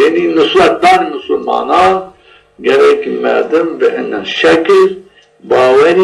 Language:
Zaza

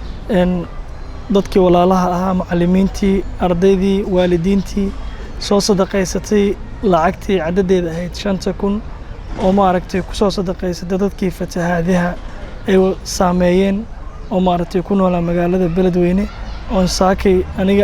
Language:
Somali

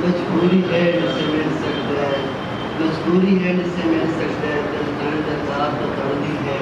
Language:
Saraiki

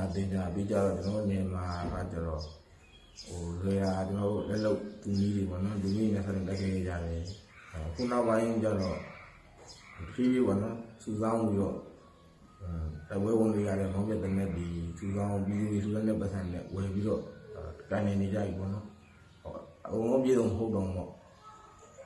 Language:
Burmese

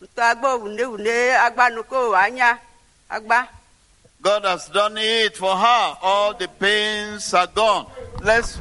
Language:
Ewe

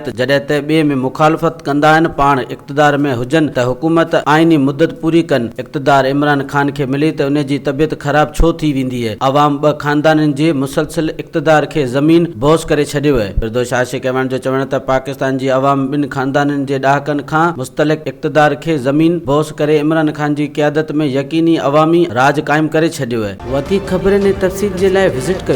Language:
Sindhi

